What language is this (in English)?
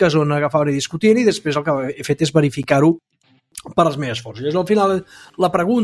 Catalan